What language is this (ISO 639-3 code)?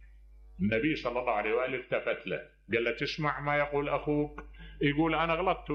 acm